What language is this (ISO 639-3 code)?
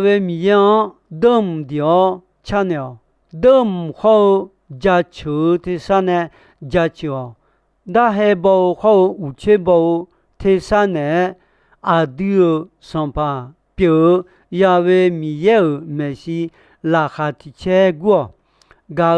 ahk